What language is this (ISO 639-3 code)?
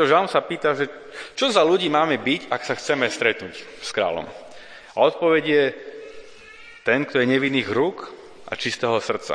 slk